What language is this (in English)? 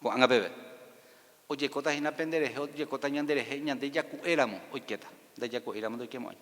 Guarani